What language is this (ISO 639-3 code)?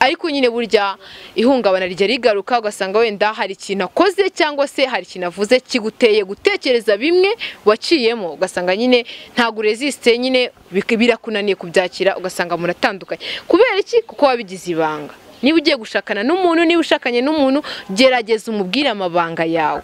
kin